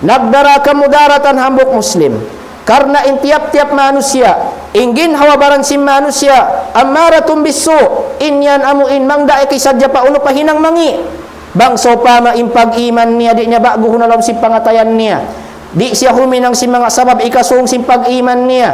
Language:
Tausug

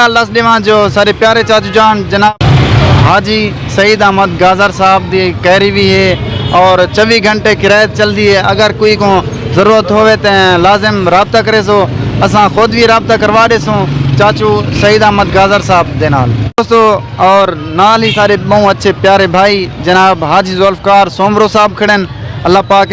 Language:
Saraiki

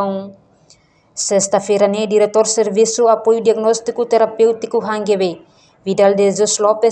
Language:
Tetum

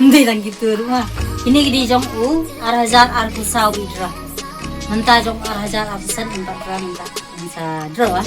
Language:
Khasi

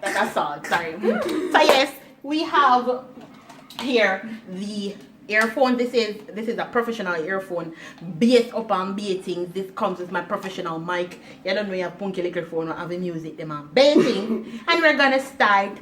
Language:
Jamaican Creole English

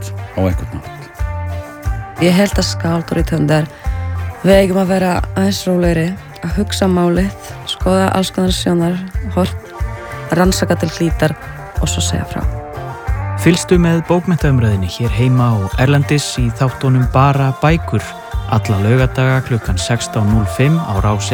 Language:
Icelandic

